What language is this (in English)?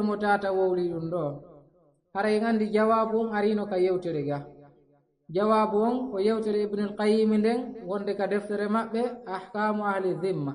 Fula